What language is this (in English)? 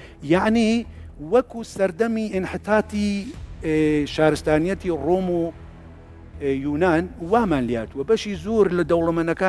Central Kurdish